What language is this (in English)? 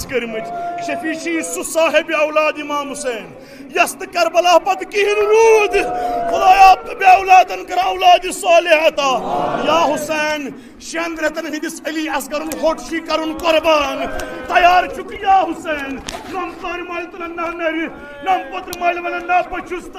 Kashmiri